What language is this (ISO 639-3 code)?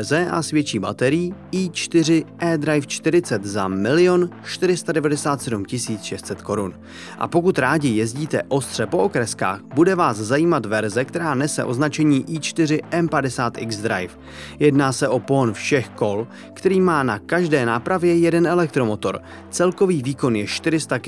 ces